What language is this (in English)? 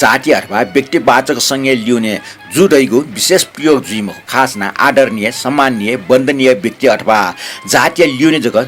Newari